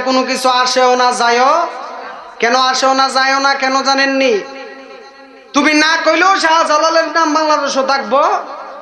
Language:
Bangla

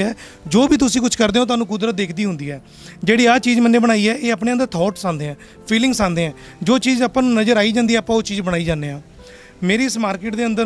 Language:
Punjabi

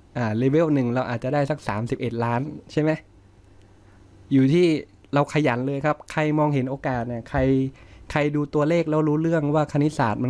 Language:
Thai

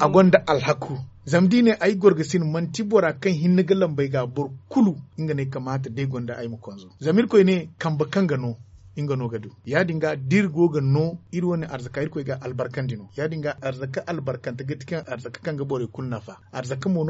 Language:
Zarma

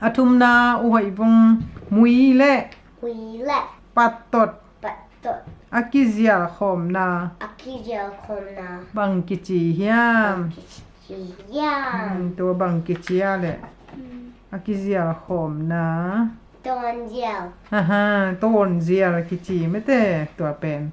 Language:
Tedim Chin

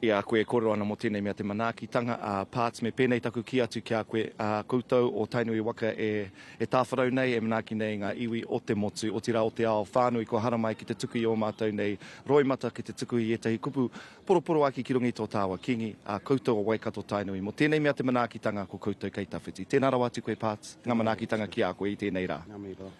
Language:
Māori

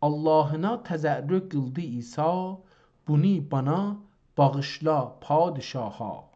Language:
South Azerbaijani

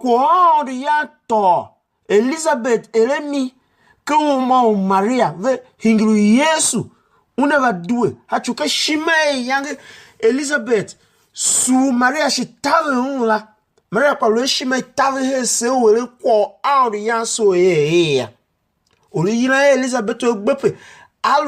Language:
Tiv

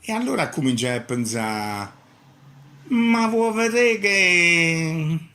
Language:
Neapolitan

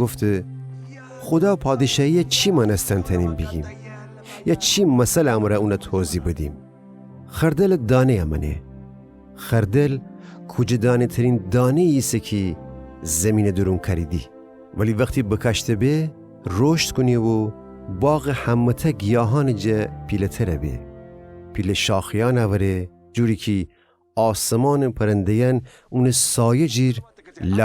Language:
Gilaki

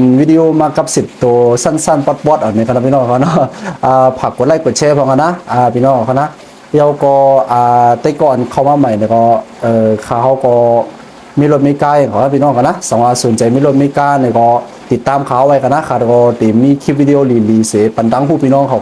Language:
Shan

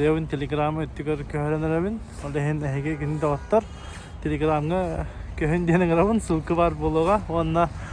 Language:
Yakut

